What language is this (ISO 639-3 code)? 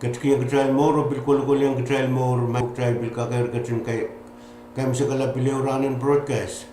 pon